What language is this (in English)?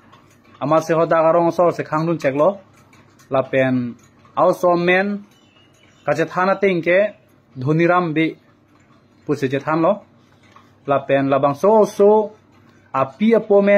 Karbi